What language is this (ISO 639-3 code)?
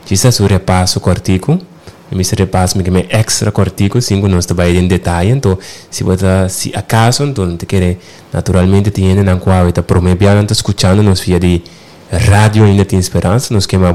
pap